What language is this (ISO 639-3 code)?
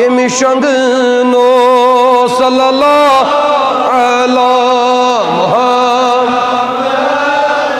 kas